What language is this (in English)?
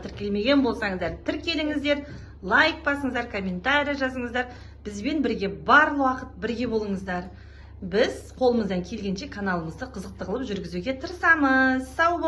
Kazakh